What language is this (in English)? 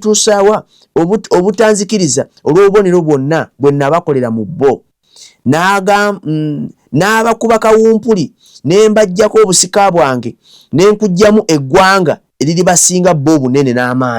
Ganda